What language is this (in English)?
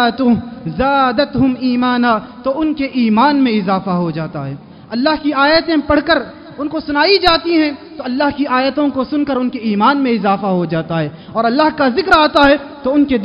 Urdu